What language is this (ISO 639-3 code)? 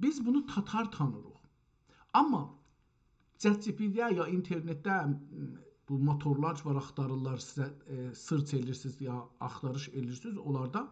azb